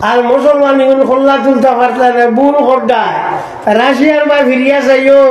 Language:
Sylheti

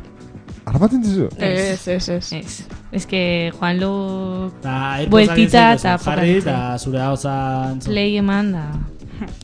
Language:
Basque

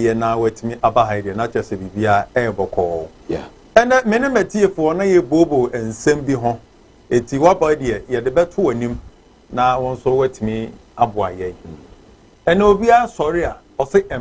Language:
Akan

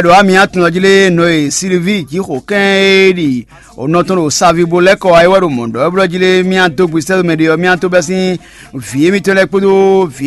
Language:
Fon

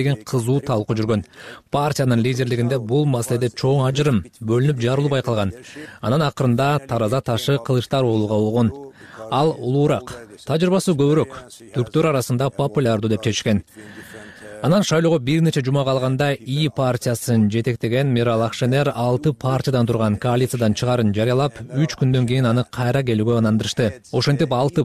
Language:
Kyrgyz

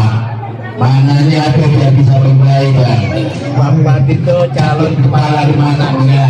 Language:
Betawi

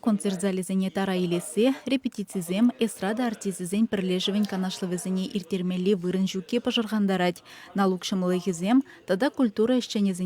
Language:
Chuvash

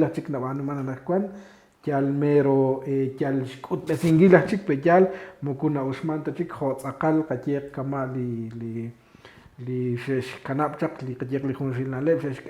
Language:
Kekchí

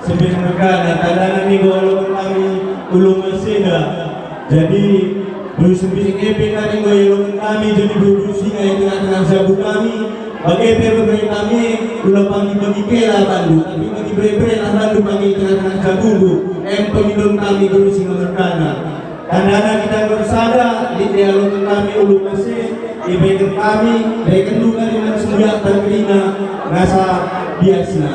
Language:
Batak Karo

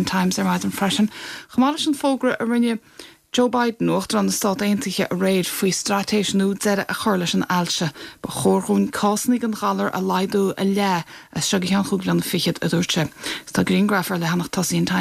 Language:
Irish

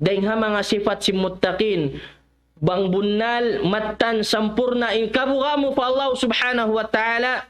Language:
Tausug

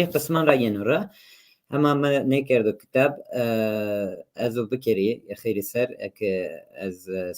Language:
Zaza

